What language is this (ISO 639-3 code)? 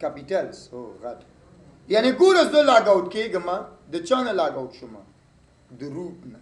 pus